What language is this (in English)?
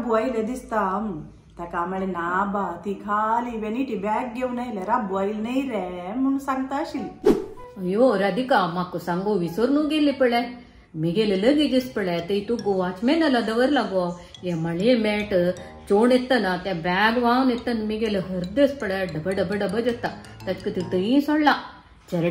Konkani